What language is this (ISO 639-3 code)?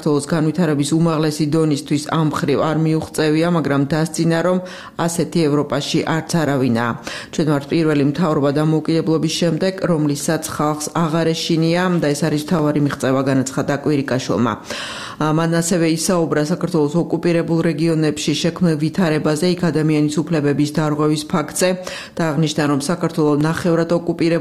kat